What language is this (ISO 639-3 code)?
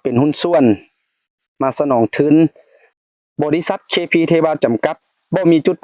lao